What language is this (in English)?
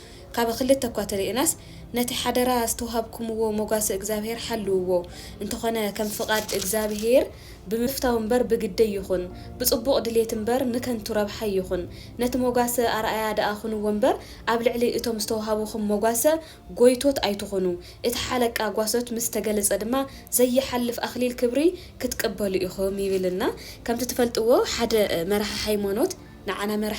Tigrinya